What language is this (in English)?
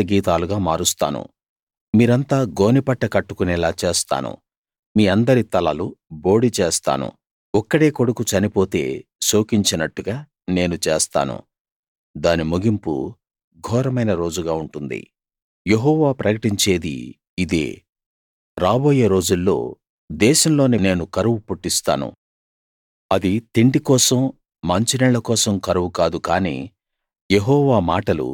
Telugu